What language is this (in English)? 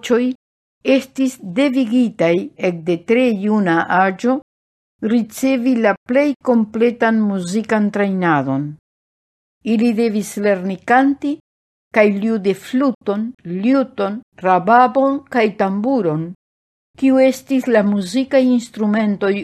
Esperanto